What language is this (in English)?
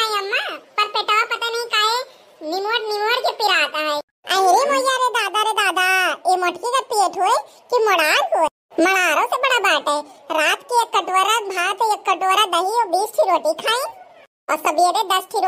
Awadhi